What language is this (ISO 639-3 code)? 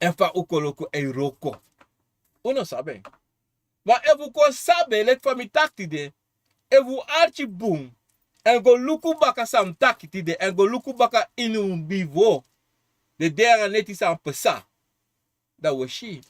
srn